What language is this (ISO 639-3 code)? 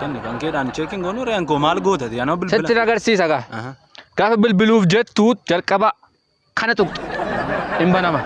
orm